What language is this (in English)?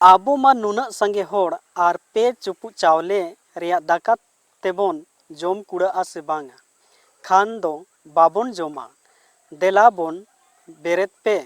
Santali